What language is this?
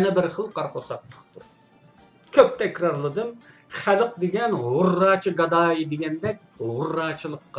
Uyghur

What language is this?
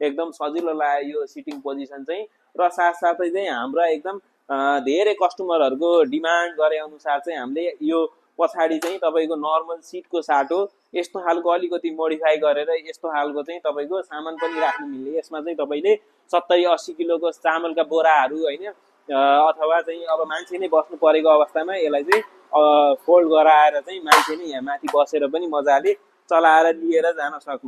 Nepali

